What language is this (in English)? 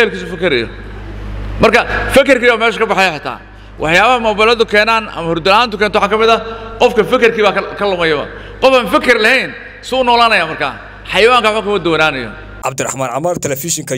Somali